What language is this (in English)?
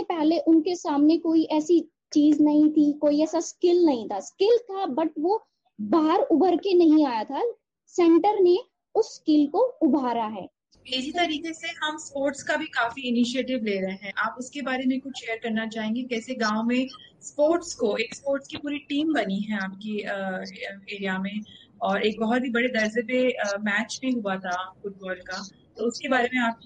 Hindi